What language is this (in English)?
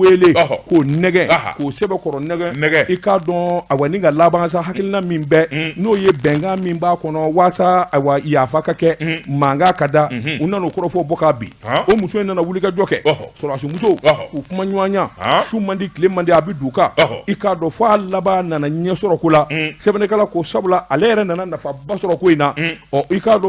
Bambara